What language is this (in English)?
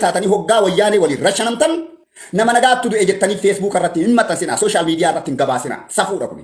Oromo